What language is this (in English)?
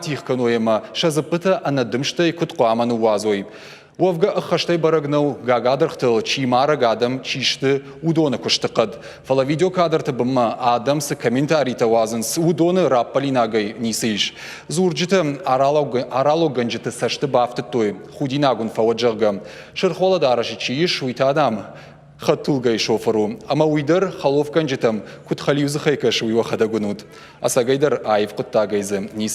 Ossetic